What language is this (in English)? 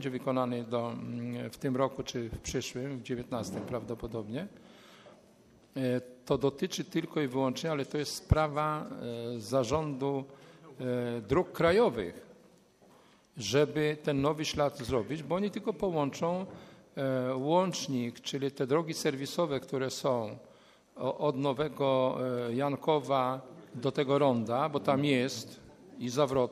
Polish